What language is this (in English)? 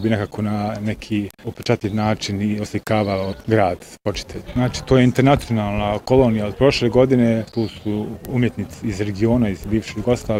Bosnian